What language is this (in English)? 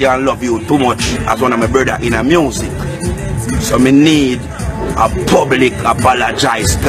Jamaican Creole English